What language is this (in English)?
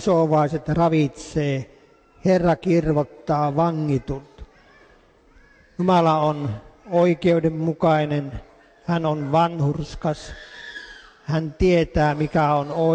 Finnish